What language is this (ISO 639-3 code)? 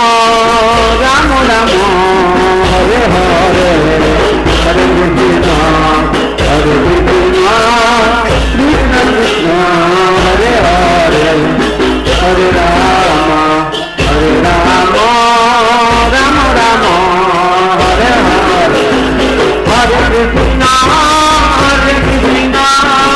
ori